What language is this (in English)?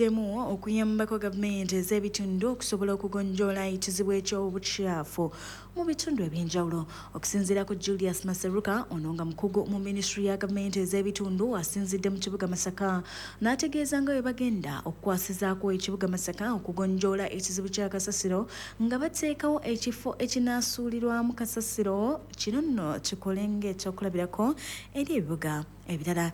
Ganda